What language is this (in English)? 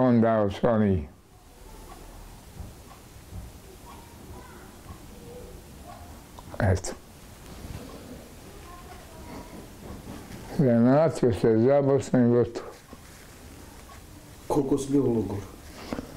Bosnian